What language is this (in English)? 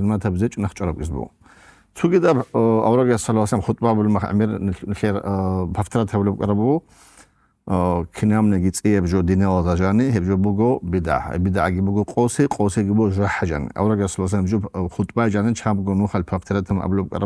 Avaric